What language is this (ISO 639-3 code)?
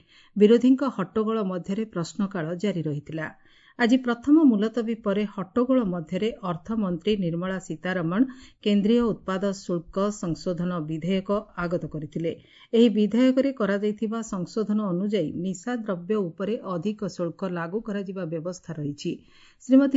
ori